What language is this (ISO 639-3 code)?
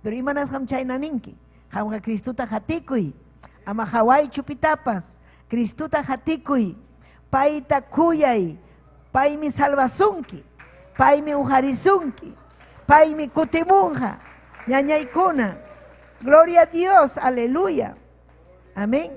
quy